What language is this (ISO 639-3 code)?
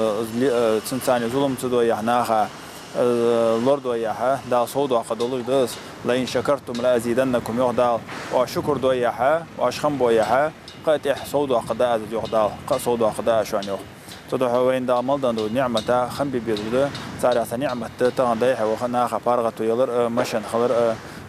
inh